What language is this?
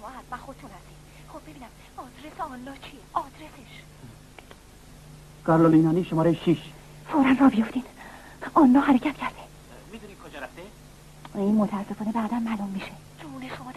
Persian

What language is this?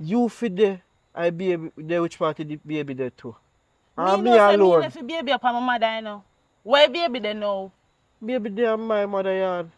Jamaican Creole English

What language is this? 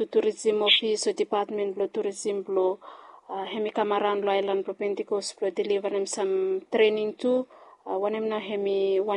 Bislama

